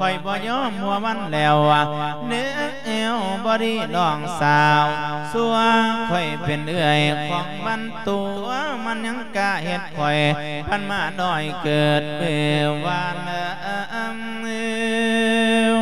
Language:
Lao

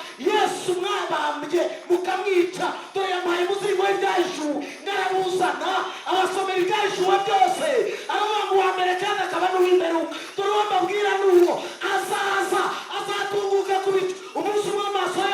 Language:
Kinyarwanda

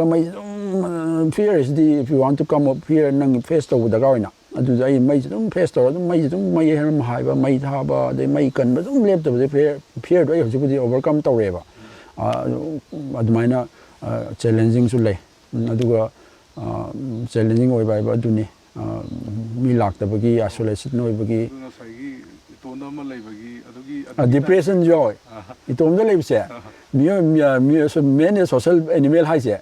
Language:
Manipuri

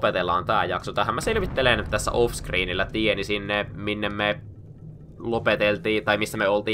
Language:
Finnish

